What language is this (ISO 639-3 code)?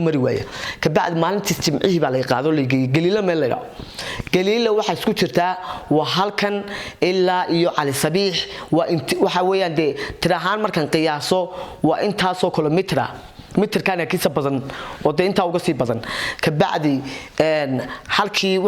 som